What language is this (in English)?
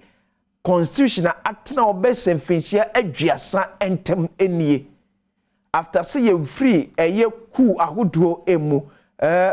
Akan